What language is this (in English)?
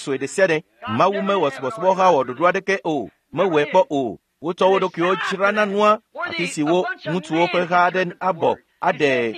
Ewe